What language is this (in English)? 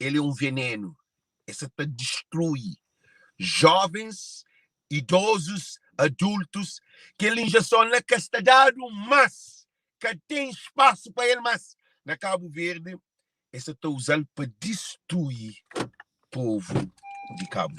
Kabuverdianu